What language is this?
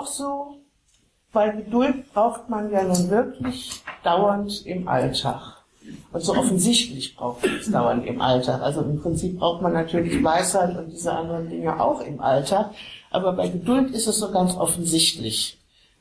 German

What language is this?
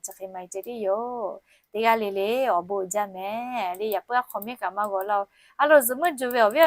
Lahu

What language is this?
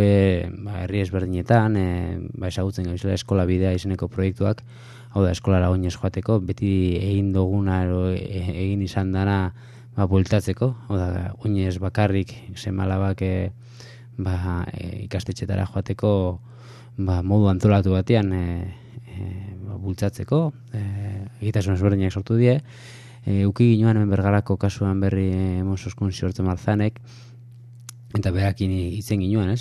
Basque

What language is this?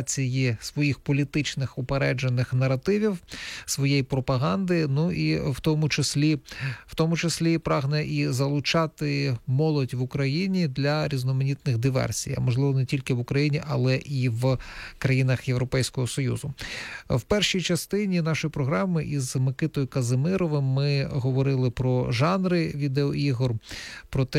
Ukrainian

